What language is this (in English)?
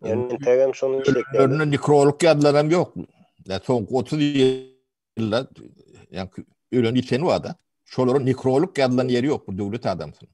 Turkmen